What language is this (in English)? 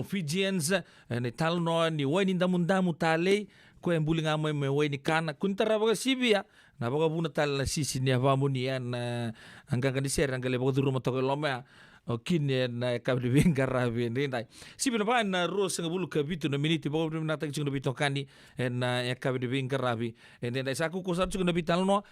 Fijian